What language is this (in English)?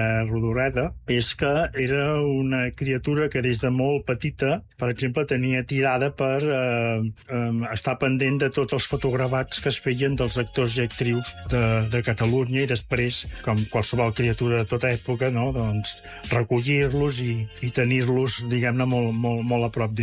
Catalan